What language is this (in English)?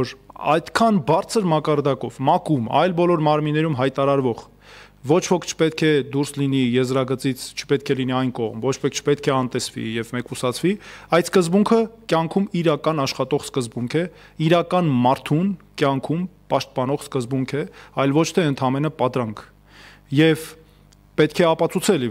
Armenian